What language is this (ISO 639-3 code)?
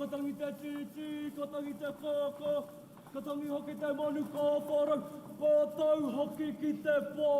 mri